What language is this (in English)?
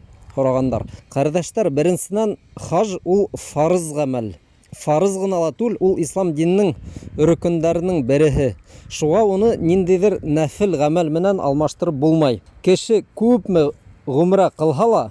Bashkir